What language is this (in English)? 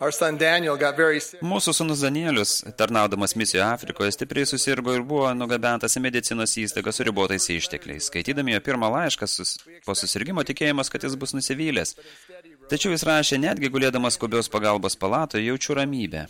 Lithuanian